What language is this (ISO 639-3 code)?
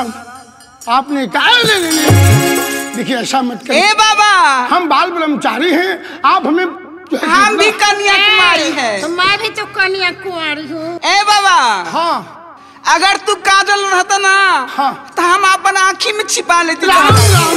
bho